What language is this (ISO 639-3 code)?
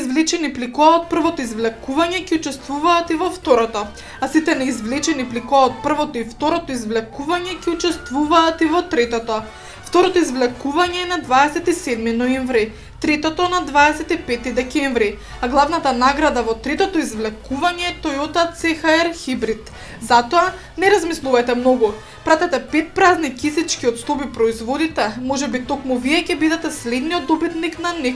mkd